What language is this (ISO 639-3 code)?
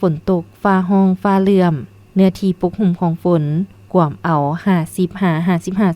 lao